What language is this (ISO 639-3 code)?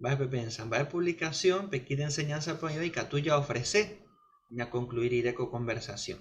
grn